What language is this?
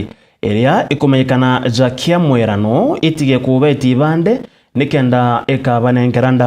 Meru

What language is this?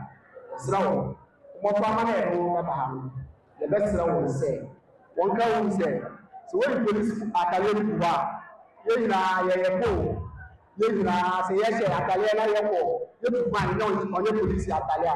Akan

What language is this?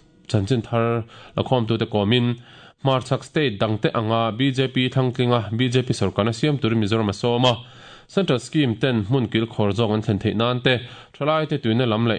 Mizo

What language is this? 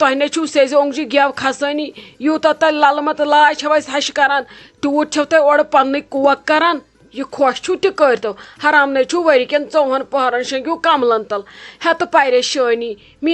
Kashmiri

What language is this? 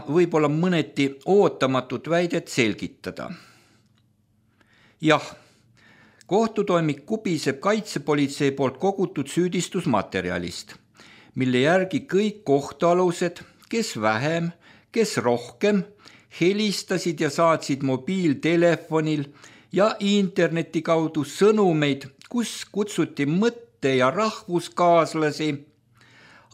Estonian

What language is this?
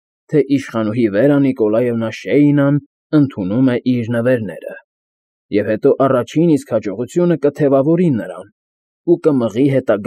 Armenian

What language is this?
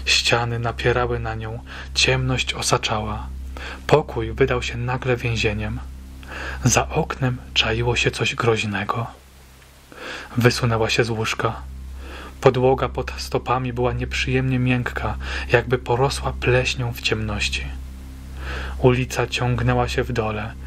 Polish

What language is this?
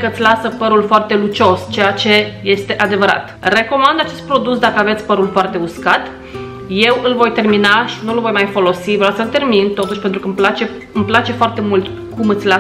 Romanian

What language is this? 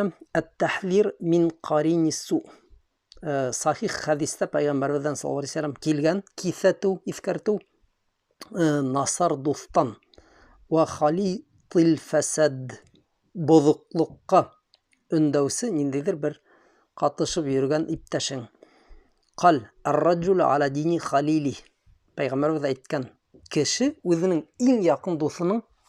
Bashkir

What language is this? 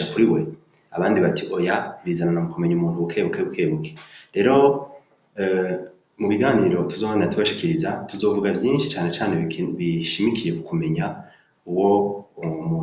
Rundi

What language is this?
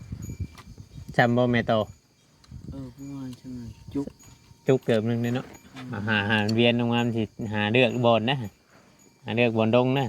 Northeastern Thai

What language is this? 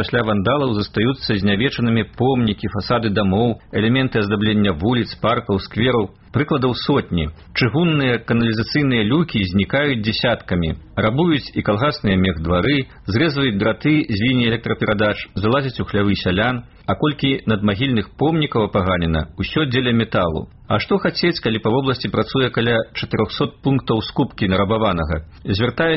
Belarusian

